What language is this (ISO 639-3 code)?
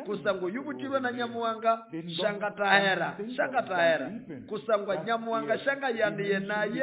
nnb